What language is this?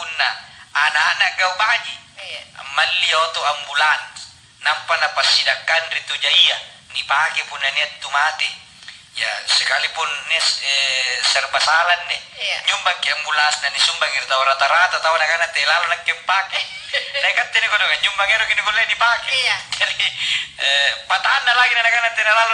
Makasar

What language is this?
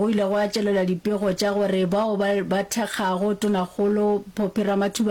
Northern Sotho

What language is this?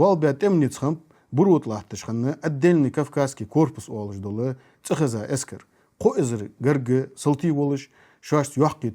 Ingush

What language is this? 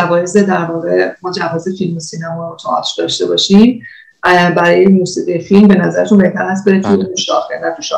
Persian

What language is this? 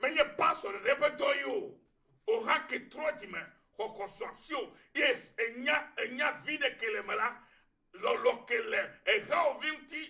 Ewe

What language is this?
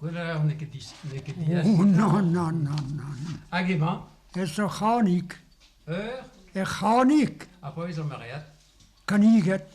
Breton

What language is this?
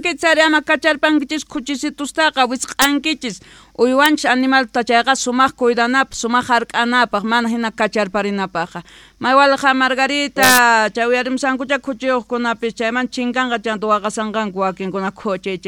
South Bolivian Quechua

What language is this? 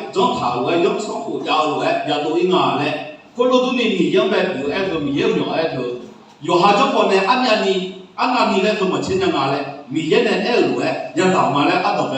Akha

